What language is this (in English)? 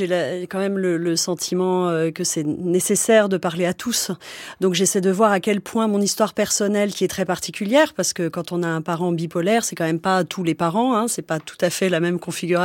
French